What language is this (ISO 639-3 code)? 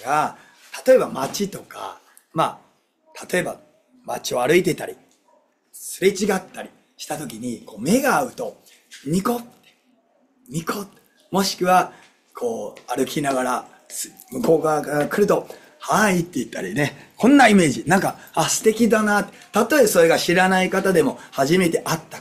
jpn